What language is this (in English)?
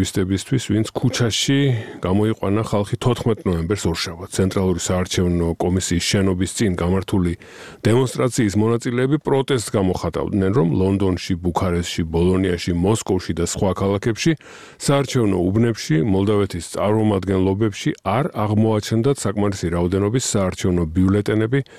Georgian